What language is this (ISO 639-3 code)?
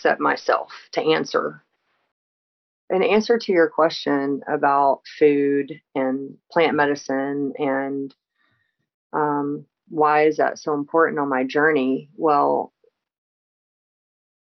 eng